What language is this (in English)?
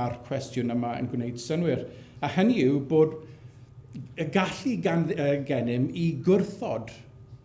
Welsh